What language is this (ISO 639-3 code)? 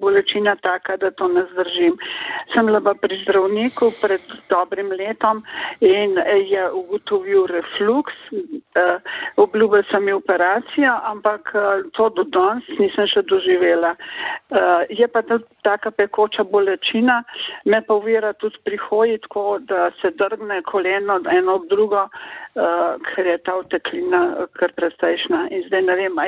slv